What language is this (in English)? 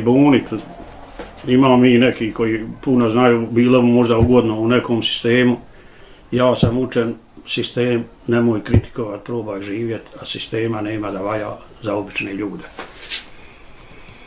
Bosnian